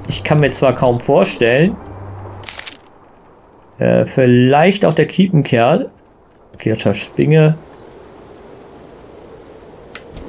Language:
German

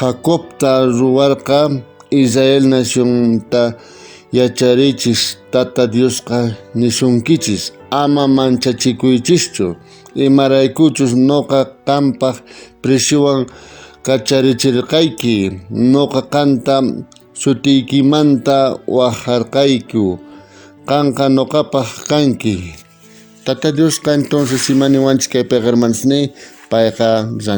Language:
South Bolivian Quechua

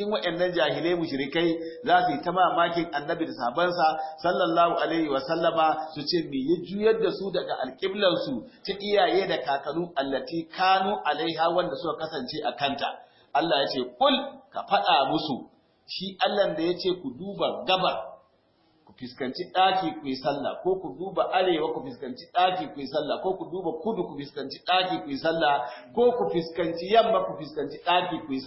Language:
Hausa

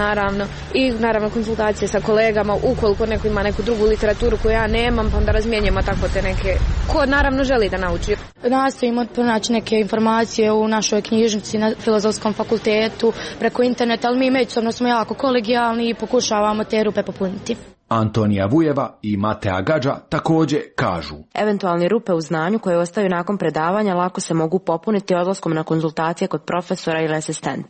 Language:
Croatian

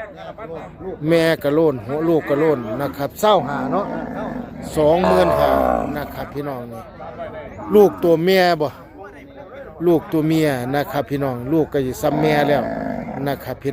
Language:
Northeastern Thai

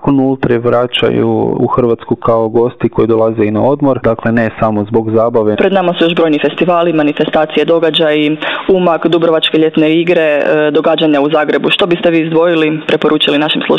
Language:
Croatian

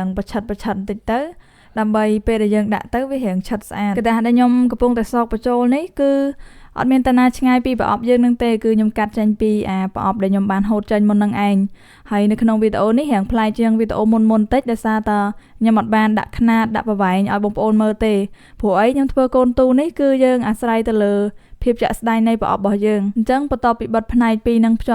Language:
Khmer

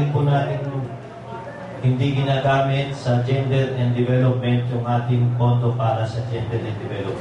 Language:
Filipino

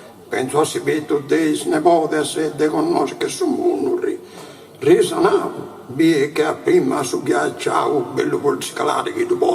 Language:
Sardinian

